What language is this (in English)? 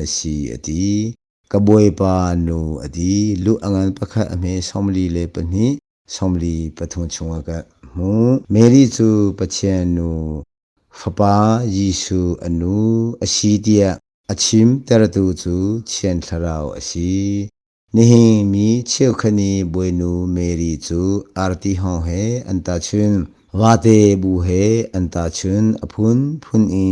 Hakha Chin